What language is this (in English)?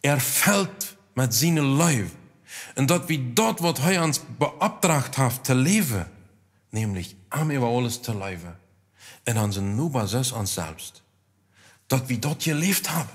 Plautdietsch